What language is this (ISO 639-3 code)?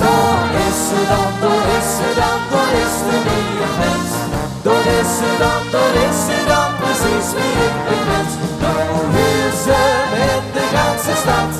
lim